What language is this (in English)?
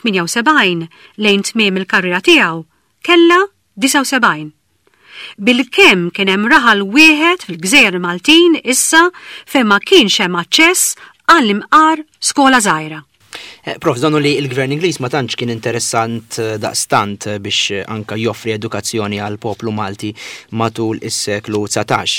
Maltese